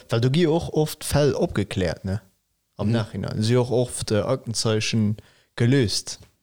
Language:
Luxembourgish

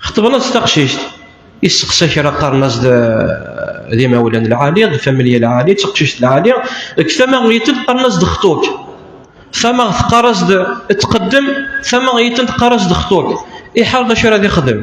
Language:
Kabyle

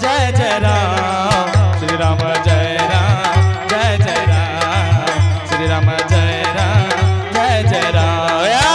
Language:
Angika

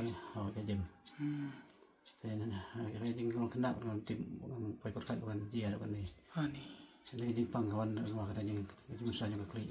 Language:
Khasi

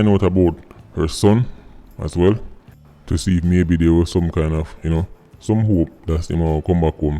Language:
Jamaican Creole English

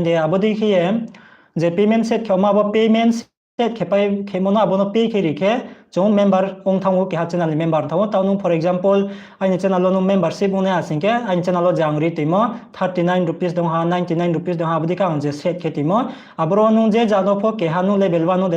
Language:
Riang (India)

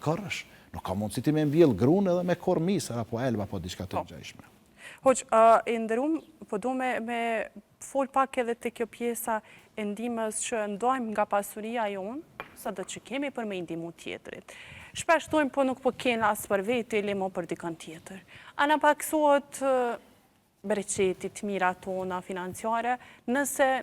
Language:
Albanian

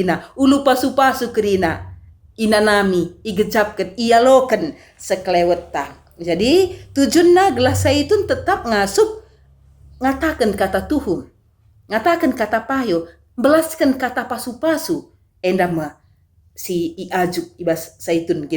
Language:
Batak Karo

